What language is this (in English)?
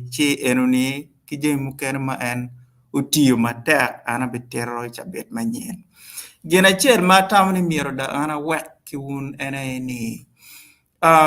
Acoli